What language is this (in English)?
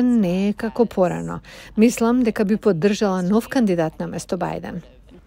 Macedonian